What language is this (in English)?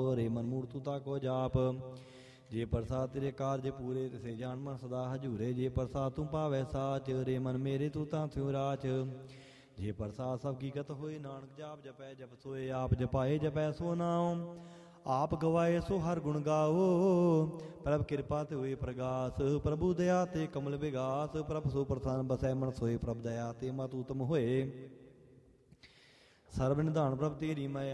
Punjabi